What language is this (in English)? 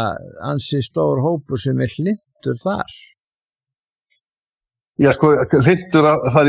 Icelandic